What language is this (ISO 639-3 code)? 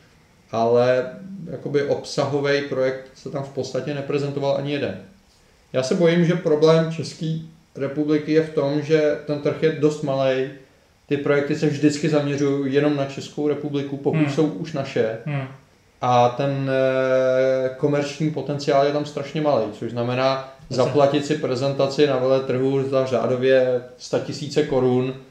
ces